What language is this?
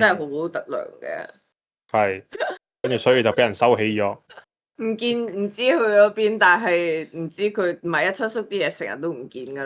Cantonese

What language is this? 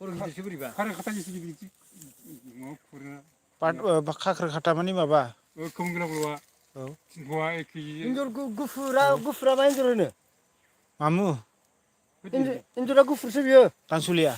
Bodo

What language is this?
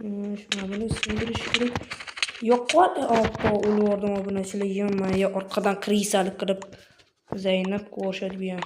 Uzbek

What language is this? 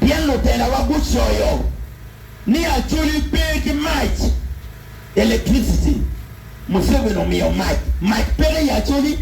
Acoli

